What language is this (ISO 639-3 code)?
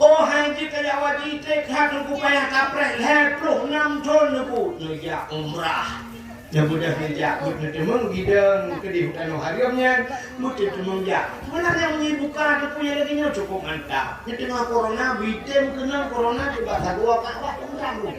ace